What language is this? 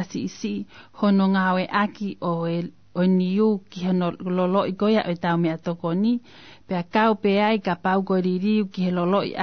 Tongan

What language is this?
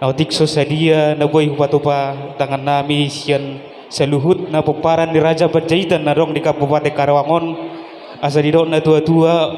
Batak Toba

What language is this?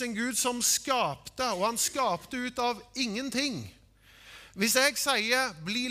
Norwegian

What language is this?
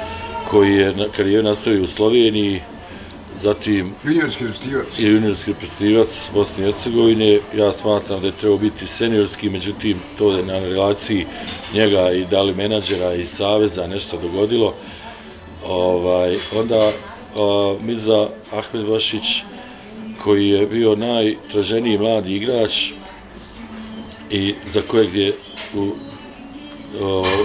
Bosnian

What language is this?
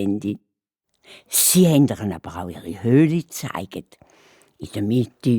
Swiss German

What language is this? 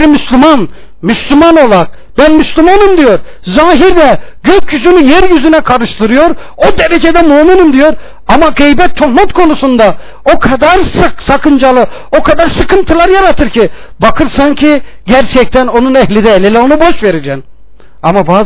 Turkish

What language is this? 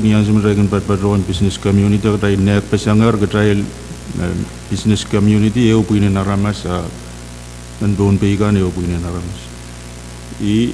Pohnpeian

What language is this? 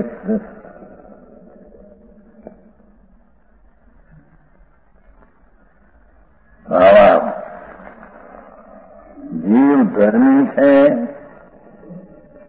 Gujarati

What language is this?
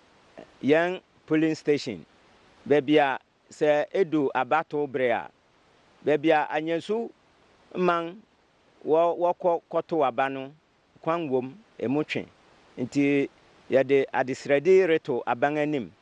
Akan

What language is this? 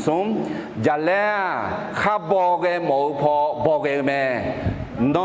Akha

